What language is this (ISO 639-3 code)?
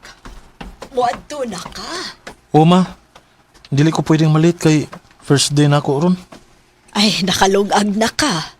ceb